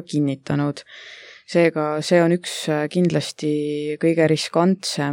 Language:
Estonian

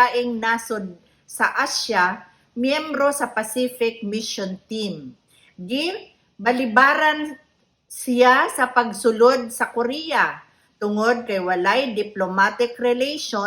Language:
Cebuano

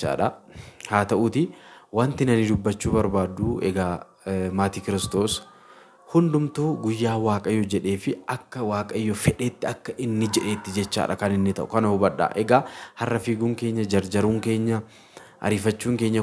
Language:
Oromo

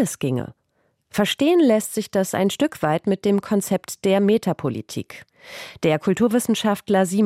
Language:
German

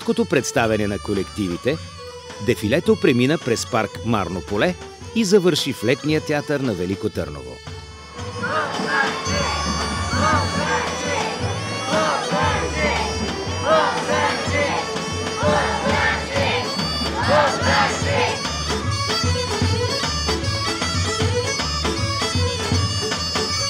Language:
Bulgarian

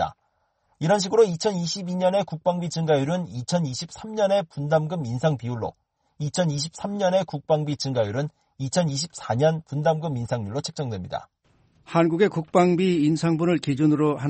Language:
Korean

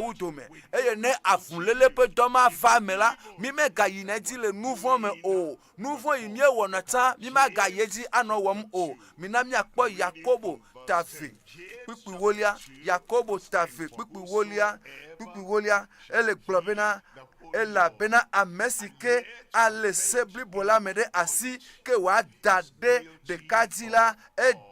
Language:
Ewe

